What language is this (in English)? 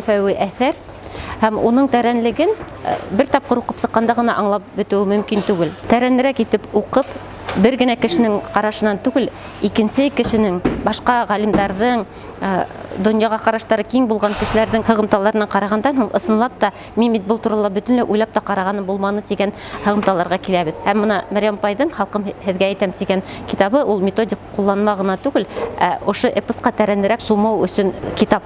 Bashkir